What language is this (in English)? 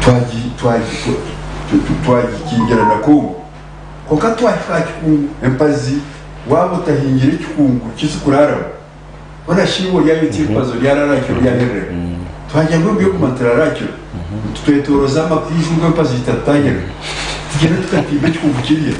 Nyankole